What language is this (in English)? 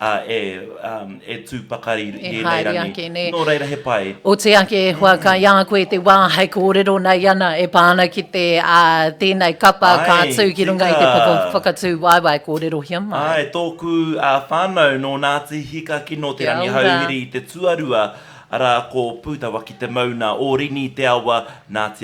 Māori